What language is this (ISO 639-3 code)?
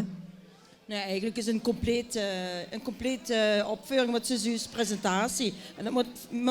lim